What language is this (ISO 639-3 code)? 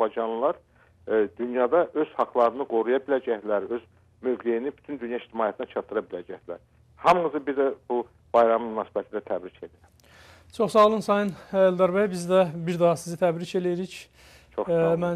aze